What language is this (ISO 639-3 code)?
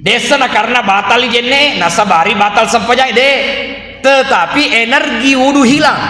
bug